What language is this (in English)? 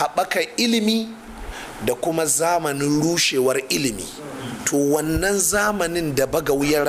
Hausa